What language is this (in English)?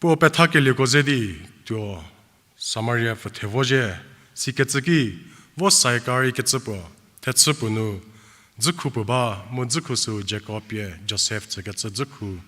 Angami Naga